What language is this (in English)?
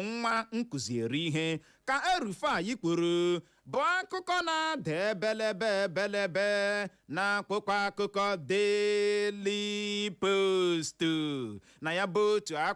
Igbo